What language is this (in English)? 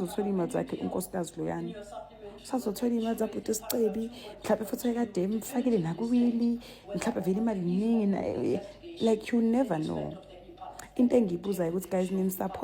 Zulu